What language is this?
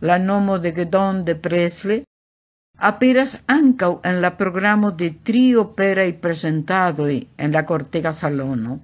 Esperanto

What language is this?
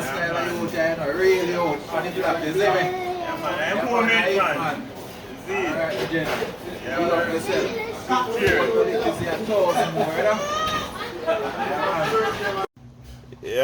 Jamaican Creole English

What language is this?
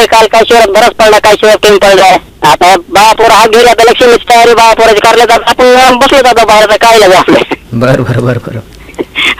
Marathi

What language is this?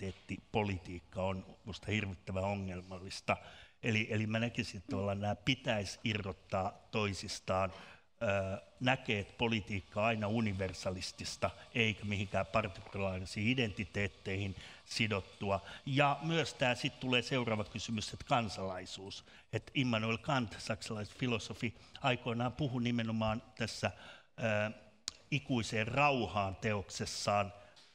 Finnish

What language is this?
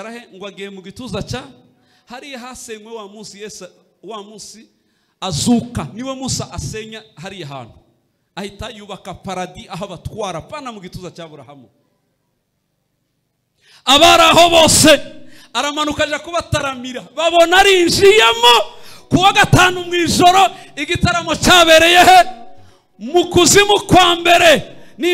Kinyarwanda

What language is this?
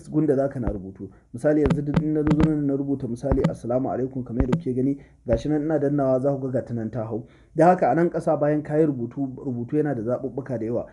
Hausa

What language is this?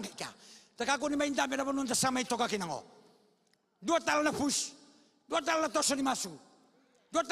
Fijian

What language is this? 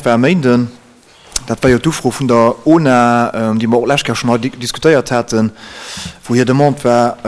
Luxembourgish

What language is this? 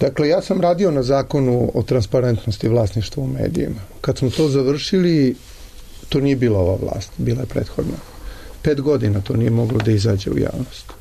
Serbian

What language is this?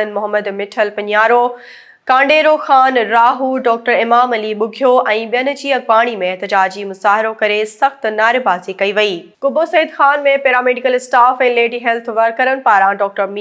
Sindhi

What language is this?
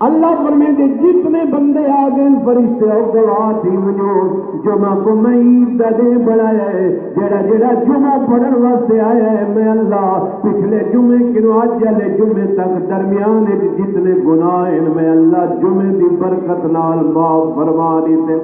Saraiki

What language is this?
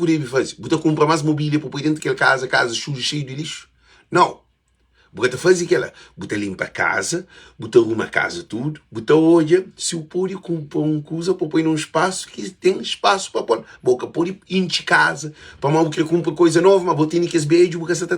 Kabuverdianu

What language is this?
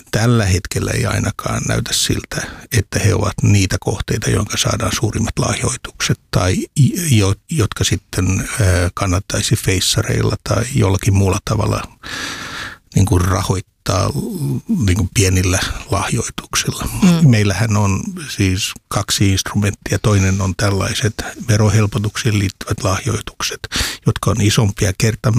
Finnish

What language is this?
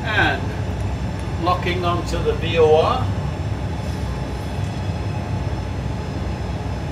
English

